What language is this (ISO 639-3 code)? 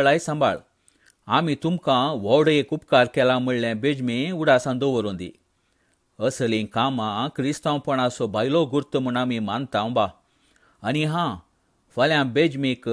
kok